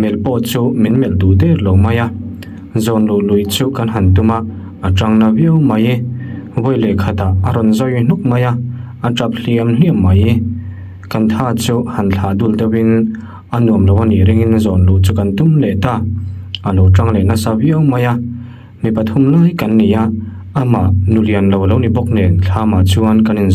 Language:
Mizo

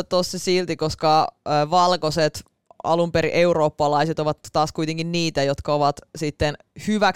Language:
Finnish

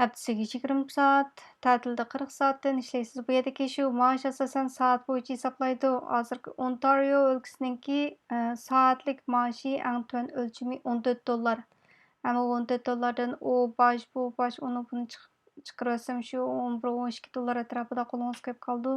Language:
Uyghur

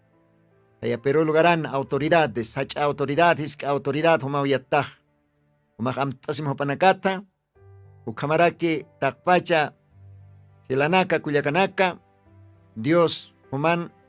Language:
Aymara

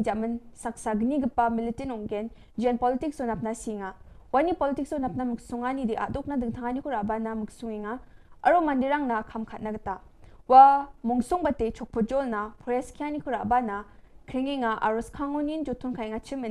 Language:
Garo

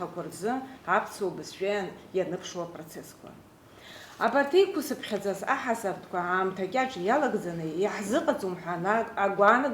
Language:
Abkhazian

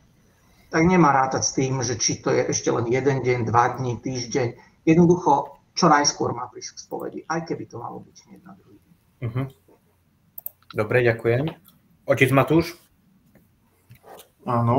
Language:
Slovak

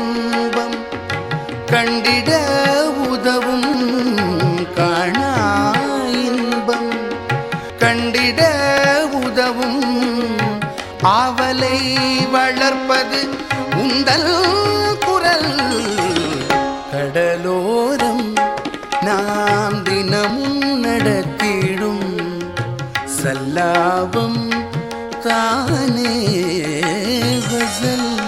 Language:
Tamil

